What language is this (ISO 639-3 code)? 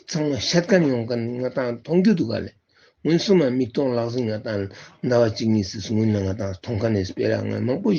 lbj